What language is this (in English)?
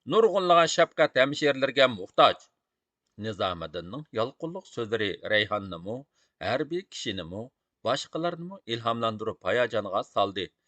Uyghur